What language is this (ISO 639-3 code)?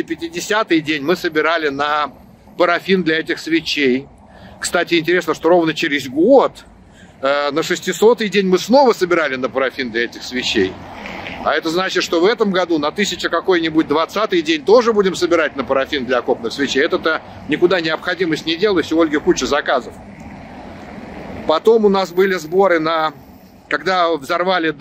rus